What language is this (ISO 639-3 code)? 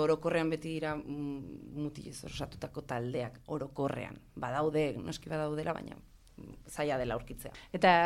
eus